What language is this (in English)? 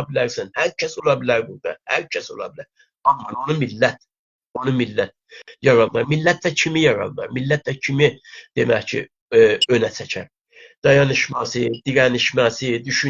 South Azerbaijani